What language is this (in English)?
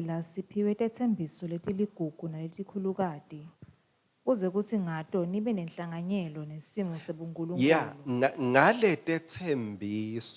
Swati